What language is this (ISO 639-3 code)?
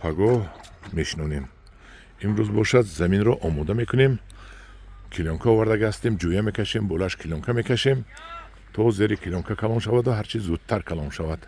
tgk